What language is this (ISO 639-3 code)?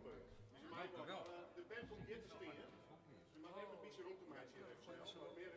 fry